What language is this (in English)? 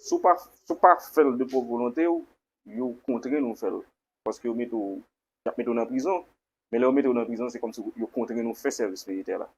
Haitian Creole